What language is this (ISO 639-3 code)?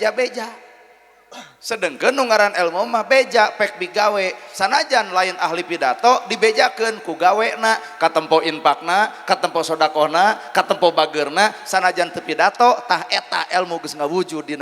sun